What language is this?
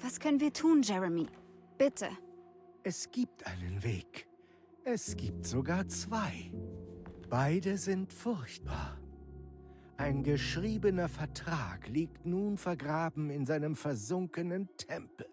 Bavarian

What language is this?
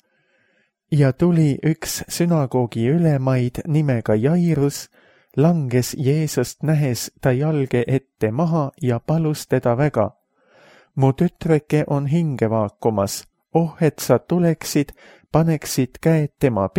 Estonian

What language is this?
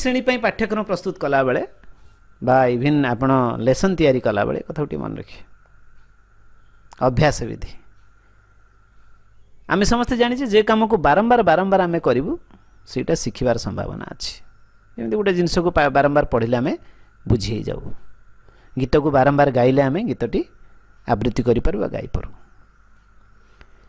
Odia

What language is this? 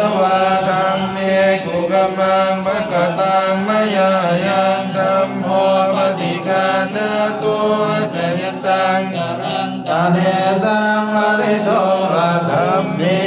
Pali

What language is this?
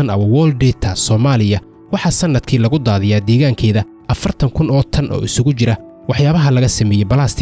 Somali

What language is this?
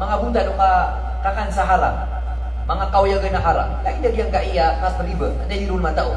Maranao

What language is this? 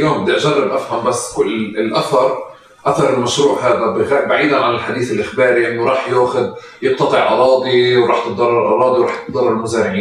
North Levantine Arabic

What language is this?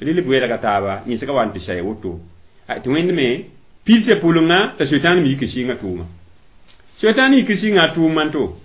Mossi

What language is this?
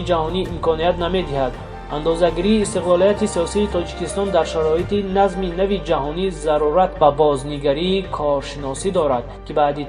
Tajik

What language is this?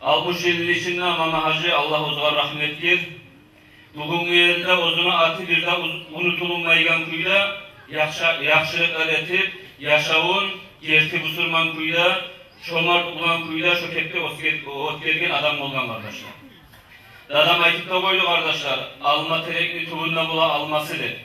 Kumyk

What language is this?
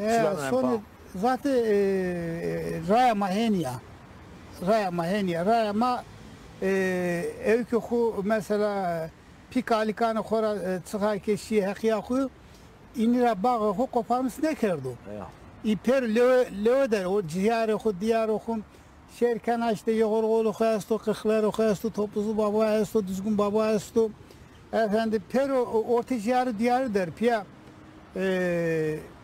Zaza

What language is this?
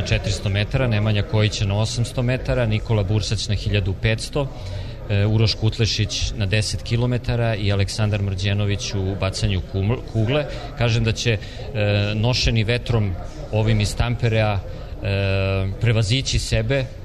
Serbian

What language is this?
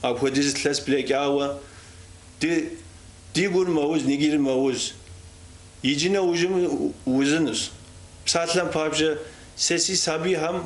Kabardian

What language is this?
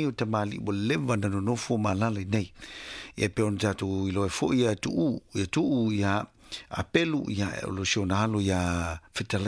Samoan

